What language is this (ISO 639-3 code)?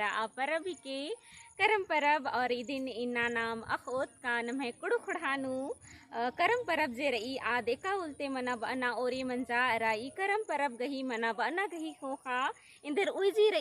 kru